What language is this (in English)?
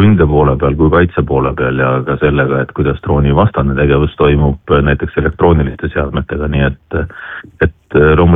Estonian